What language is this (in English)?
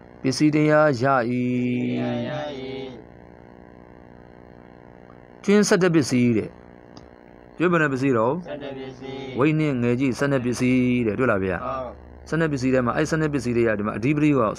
Burmese